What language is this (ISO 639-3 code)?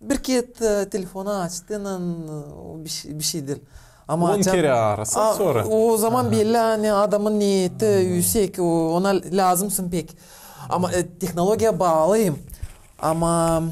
gag